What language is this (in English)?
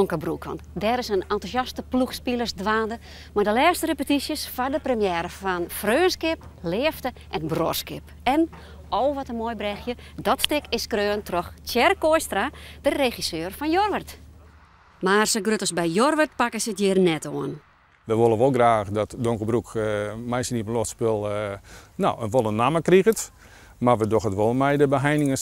Western Frisian